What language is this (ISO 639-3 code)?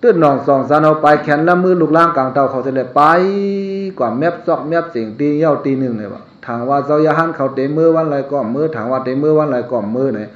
shn